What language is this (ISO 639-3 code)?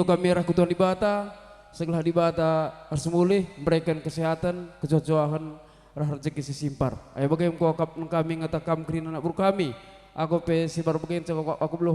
btx